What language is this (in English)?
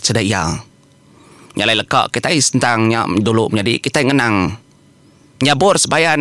Iban